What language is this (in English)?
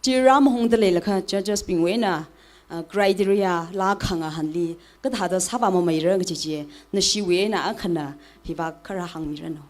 Tangkhul Naga (India)